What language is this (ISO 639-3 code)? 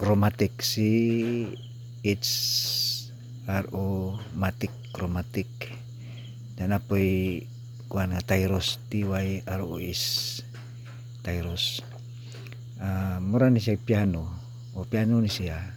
ceb